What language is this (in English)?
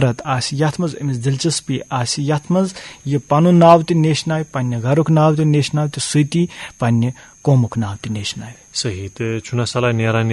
Kashmiri